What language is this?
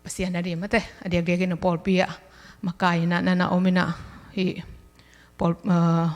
Tedim Chin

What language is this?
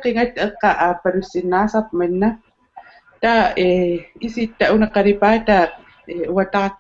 Kalaallisut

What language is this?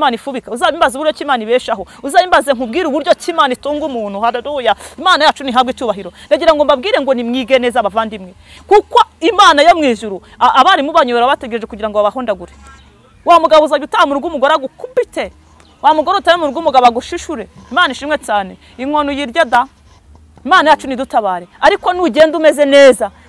Kinyarwanda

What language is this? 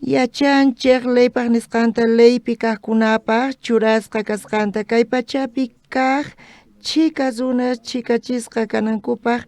South Bolivian Quechua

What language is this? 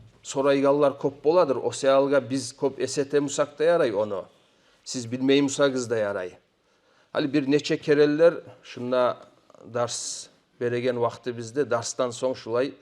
Kumyk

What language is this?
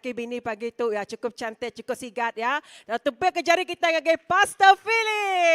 Iban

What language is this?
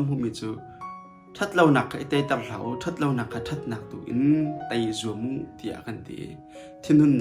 Hakha Chin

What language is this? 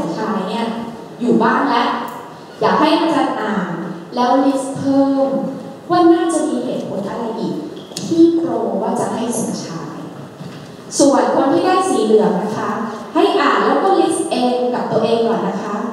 Thai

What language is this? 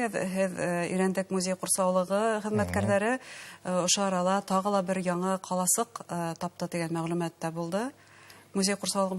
Bashkir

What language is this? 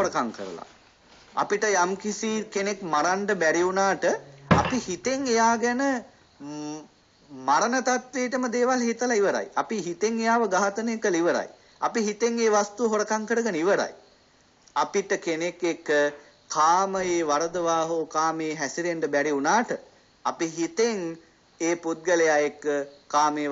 Sinhala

